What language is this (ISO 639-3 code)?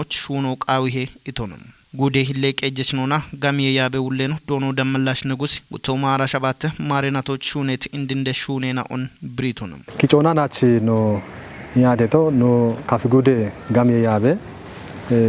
kbr